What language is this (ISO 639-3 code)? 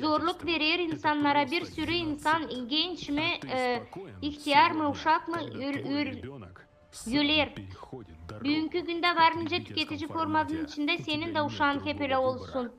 gag